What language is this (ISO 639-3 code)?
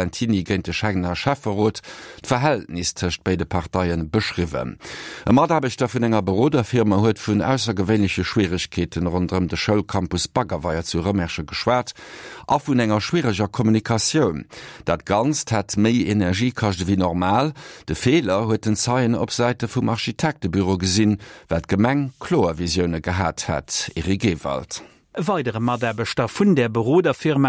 ltz